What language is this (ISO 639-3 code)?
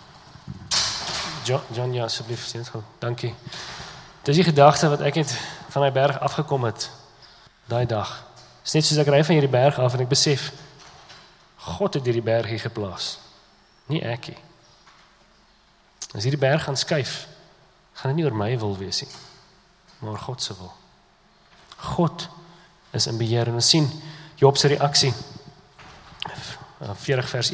afr